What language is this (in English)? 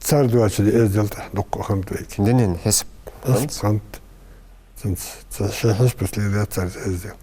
Ingush